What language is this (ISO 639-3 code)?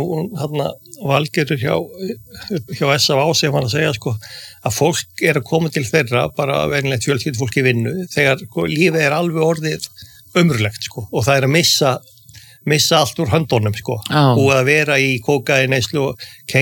isl